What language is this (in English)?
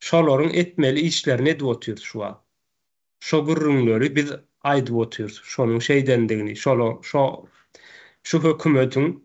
Turkmen